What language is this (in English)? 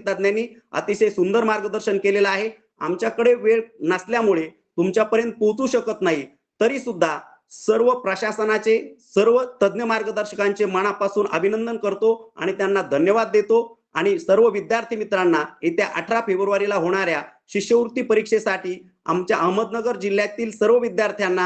Marathi